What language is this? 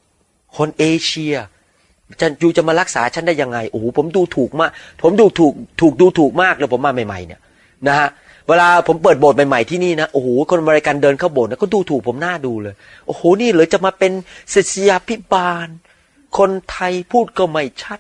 Thai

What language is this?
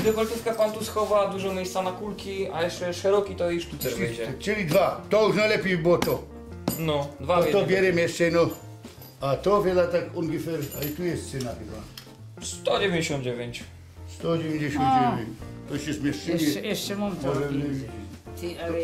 Silesian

